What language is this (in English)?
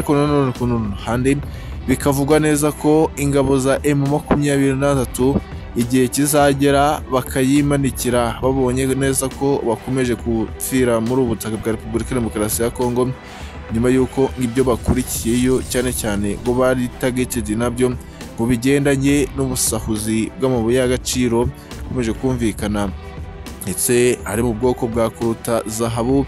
Kinyarwanda